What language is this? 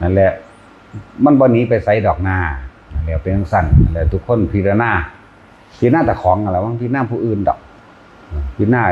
Northeastern Thai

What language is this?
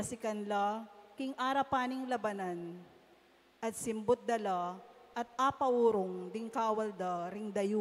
Pampanga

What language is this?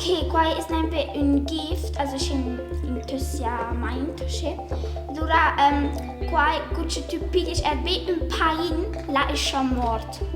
Romansh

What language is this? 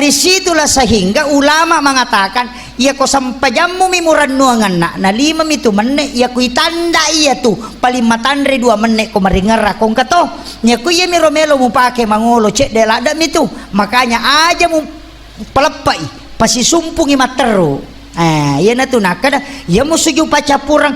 Buginese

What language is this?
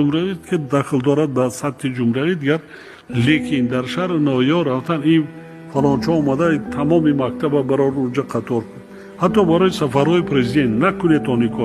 Tajik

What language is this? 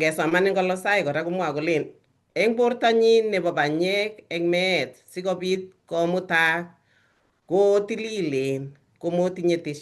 Kalenjin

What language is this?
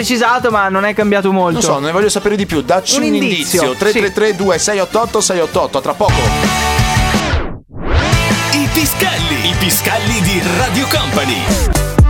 Italian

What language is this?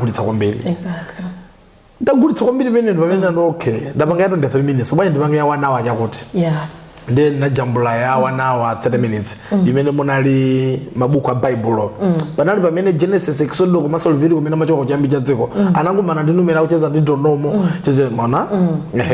Nyanja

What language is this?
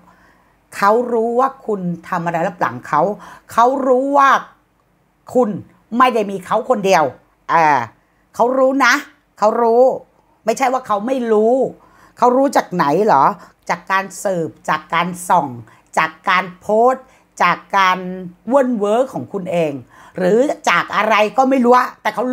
Thai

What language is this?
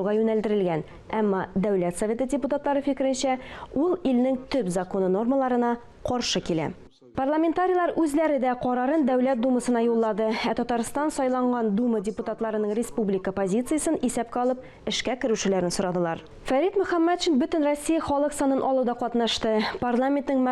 Tatar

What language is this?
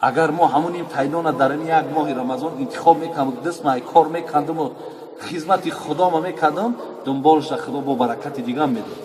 Tajik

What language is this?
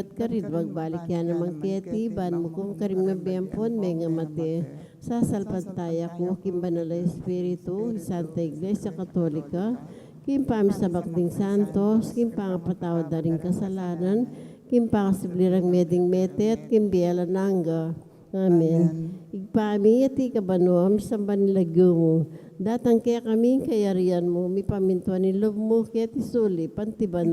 Pampanga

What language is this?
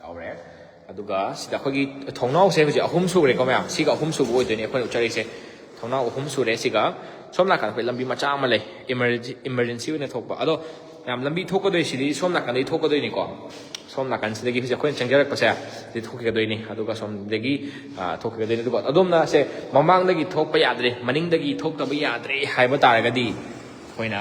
Manipuri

